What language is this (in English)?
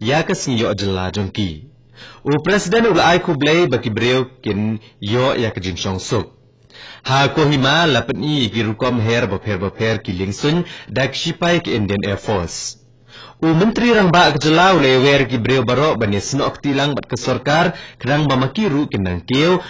Khasi